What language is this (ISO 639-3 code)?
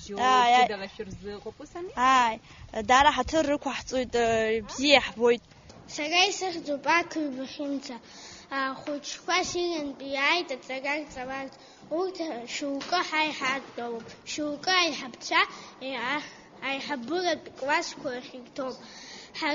abk